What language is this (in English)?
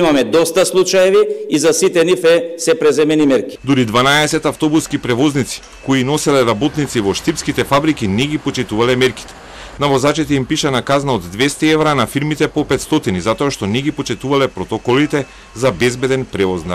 Macedonian